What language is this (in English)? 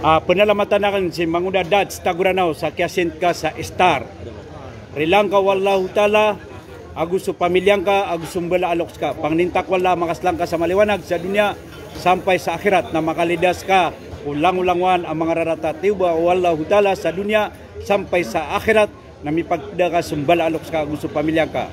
Maranao